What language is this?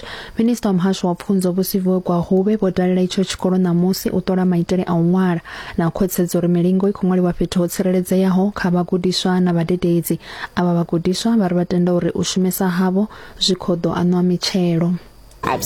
Venda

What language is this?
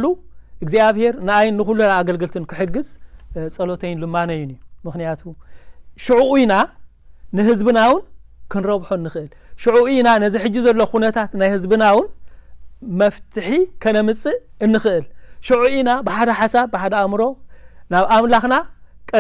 Tigrinya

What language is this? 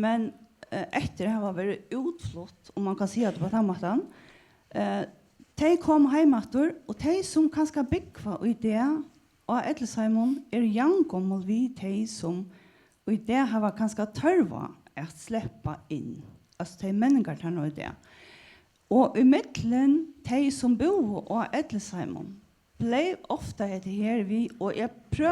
Faroese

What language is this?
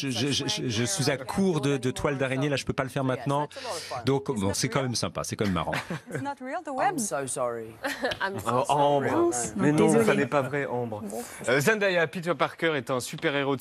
French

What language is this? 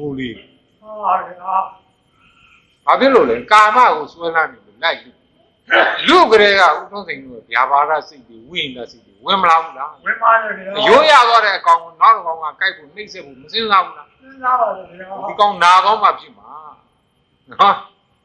Burmese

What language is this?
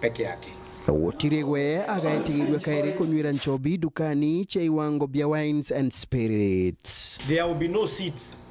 Meru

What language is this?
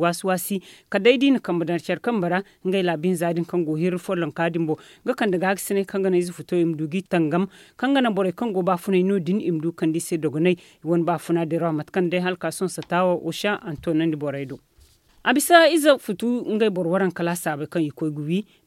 Zarma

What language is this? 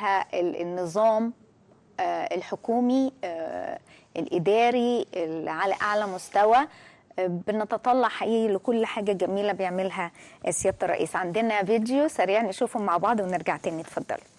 Egyptian Arabic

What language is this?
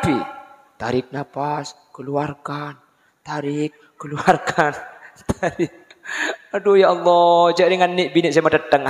Madurese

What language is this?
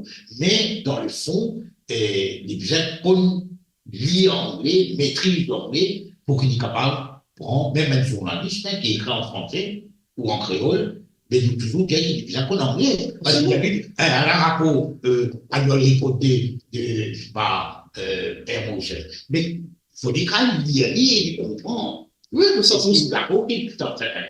Morisyen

